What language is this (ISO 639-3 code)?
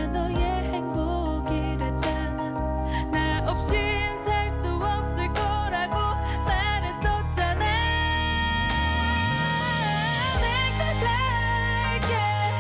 kor